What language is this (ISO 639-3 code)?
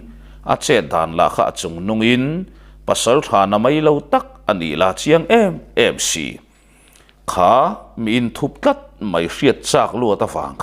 lus